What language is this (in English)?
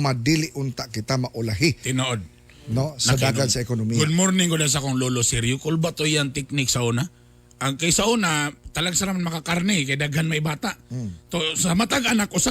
Cebuano